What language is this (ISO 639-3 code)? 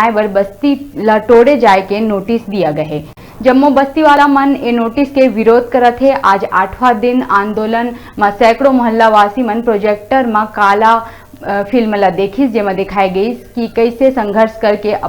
hne